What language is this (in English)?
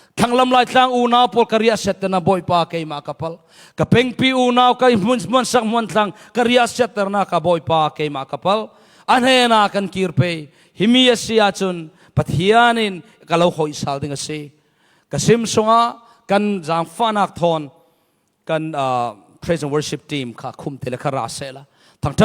Falam Chin